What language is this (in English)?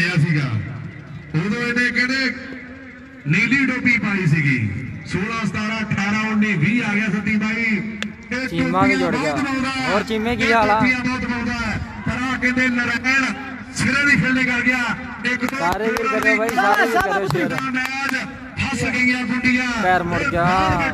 Punjabi